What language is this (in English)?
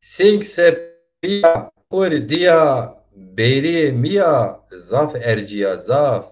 Zaza